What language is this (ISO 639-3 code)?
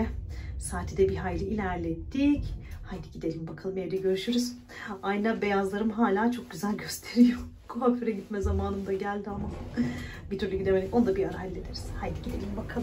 tur